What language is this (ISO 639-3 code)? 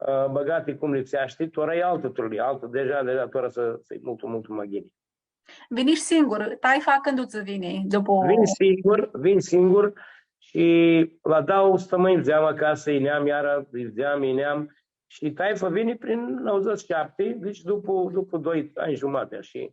rup